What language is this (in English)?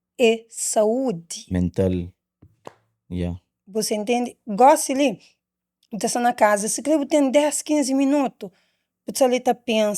Kabuverdianu